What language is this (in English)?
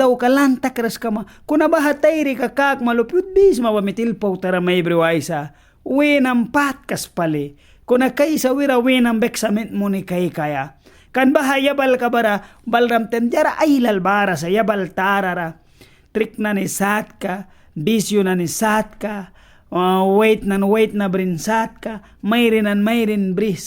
Mískito